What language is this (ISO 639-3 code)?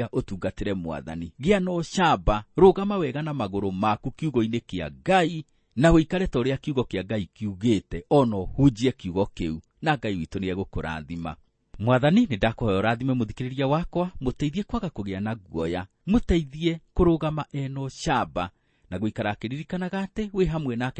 kik